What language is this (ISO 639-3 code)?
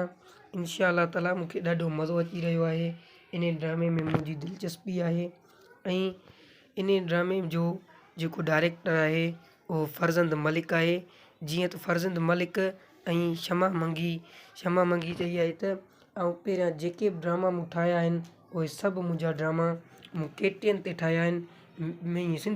snd